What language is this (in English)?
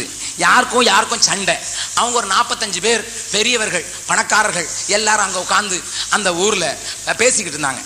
Tamil